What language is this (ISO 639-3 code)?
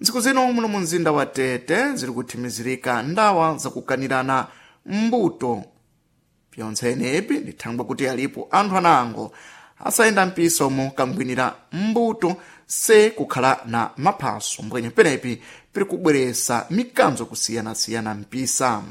seh